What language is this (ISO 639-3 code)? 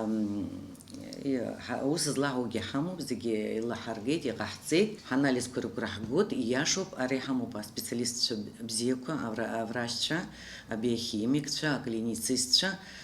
abk